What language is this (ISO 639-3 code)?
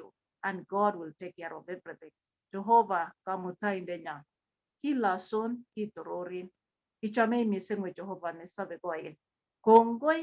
kln